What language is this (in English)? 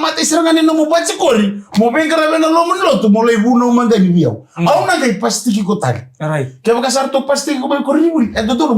Fijian